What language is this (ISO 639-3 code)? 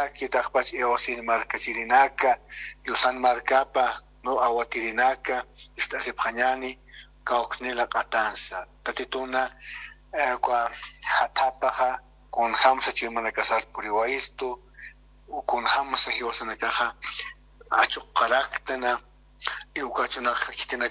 aym